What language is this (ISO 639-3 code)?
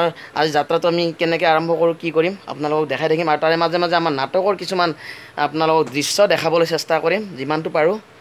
asm